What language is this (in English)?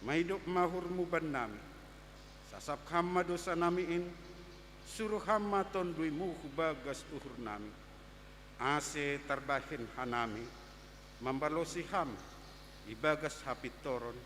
Batak Simalungun